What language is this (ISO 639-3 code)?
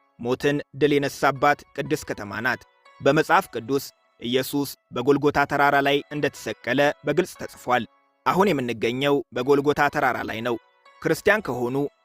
amh